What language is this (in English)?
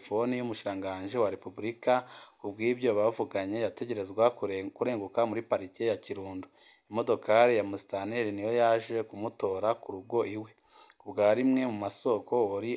Rundi